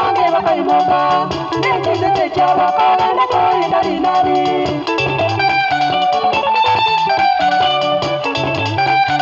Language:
Gusii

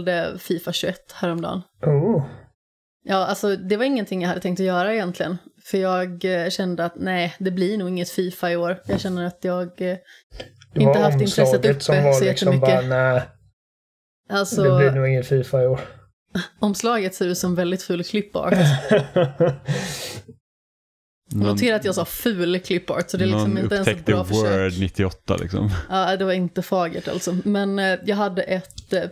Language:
Swedish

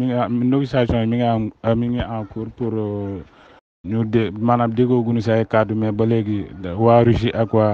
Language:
Wolof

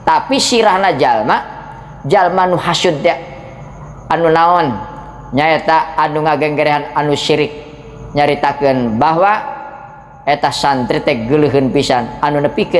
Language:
Sundanese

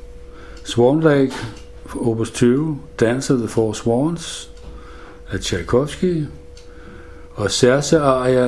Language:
Danish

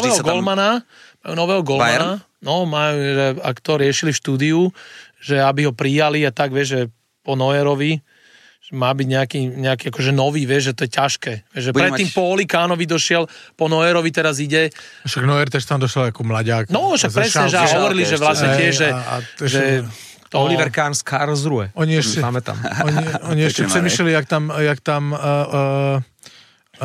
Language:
Slovak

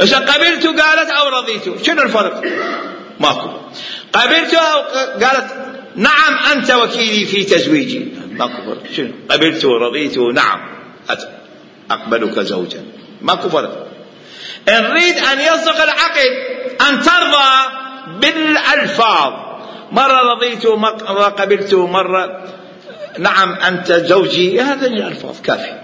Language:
Mesopotamian Arabic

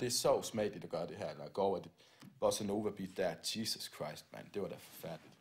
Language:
Danish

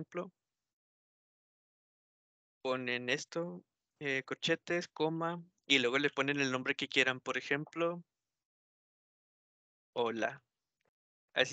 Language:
Spanish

